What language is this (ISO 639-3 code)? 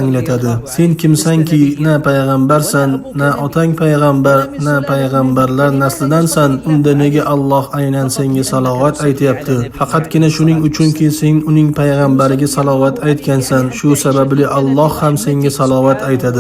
uzb